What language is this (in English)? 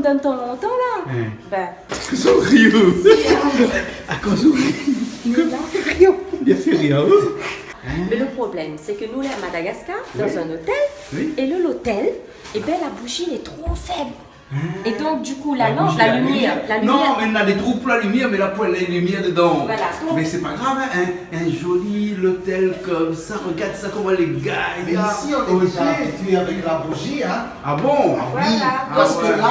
Réunion Creole French